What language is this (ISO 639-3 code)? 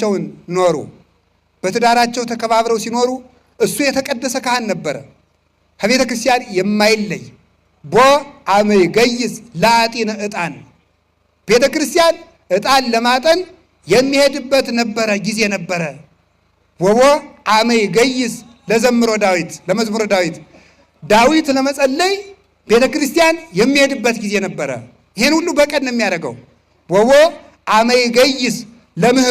amh